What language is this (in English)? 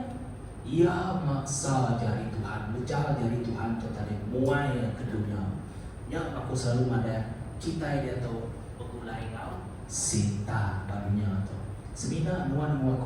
Iban